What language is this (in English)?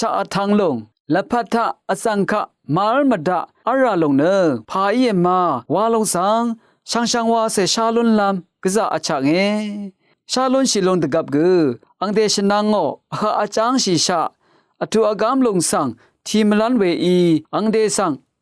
Rawang